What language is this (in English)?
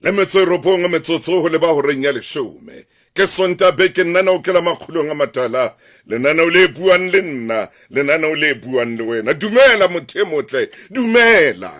Southern Sotho